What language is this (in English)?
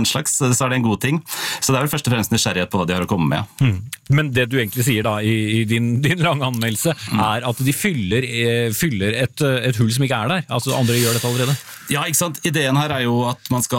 Norwegian